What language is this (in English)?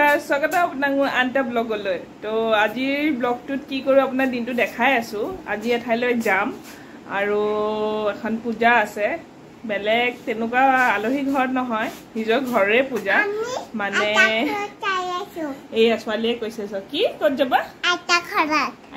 Assamese